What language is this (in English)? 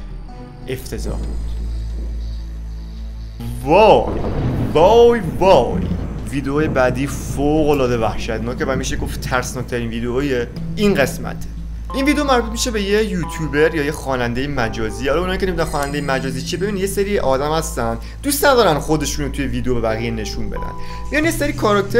Persian